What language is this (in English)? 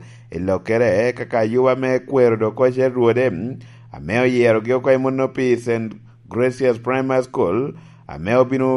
Lango (Uganda)